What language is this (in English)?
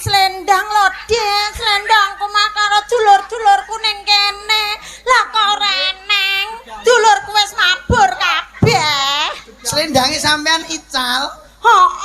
Javanese